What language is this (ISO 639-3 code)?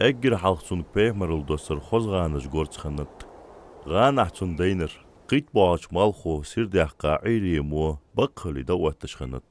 inh